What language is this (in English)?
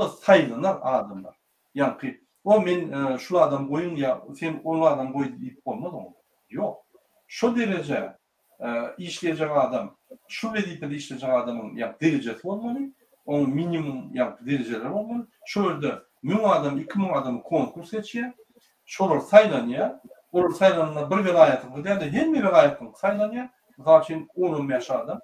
Turkmen